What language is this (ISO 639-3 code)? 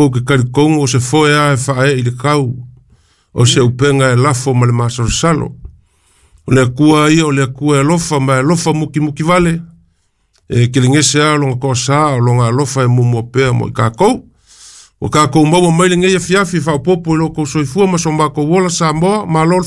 smo